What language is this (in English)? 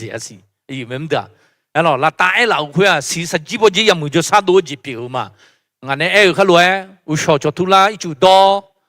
Akha